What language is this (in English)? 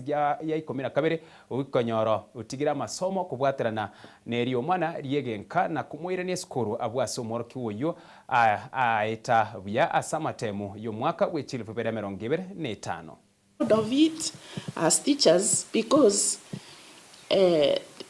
Gusii